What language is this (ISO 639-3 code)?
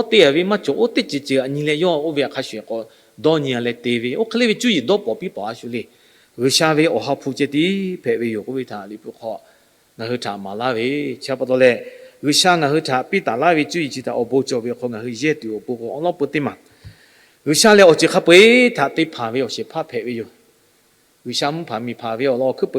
lhu